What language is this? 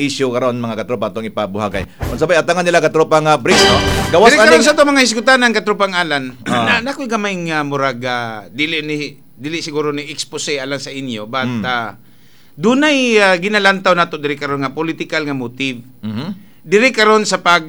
Cebuano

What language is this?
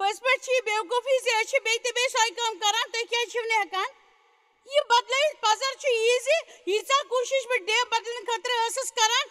Kashmiri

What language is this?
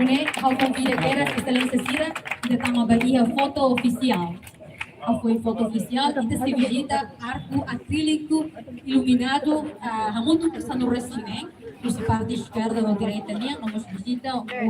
Tetum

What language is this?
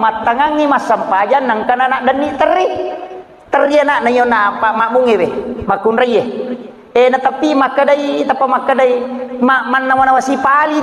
Buginese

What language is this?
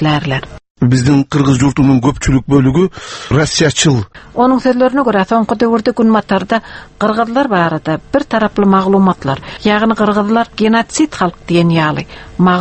Turkmen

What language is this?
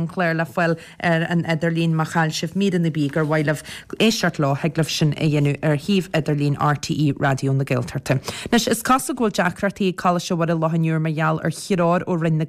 Irish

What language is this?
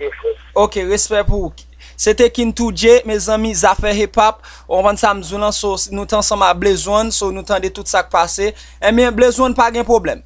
Haitian Creole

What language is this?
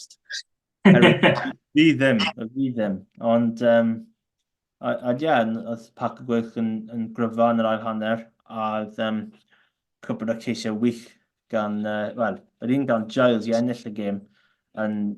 Welsh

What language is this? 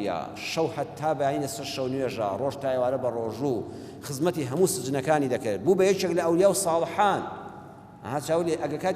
Central Kurdish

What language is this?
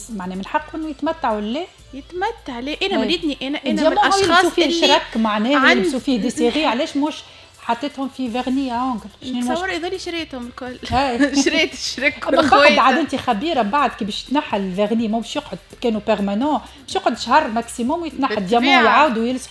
Tunisian Arabic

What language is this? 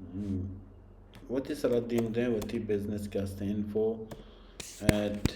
Baluchi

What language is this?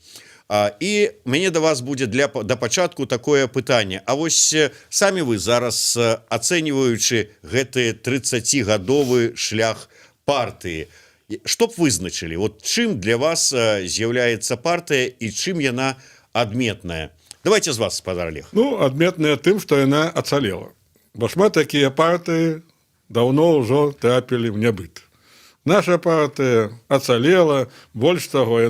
Belarusian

